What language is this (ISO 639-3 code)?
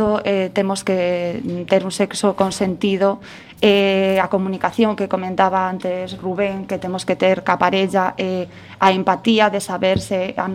glg